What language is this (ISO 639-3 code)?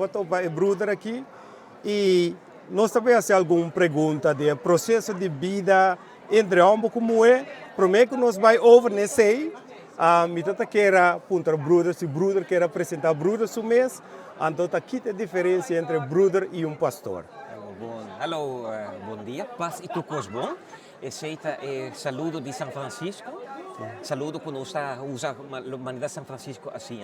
pap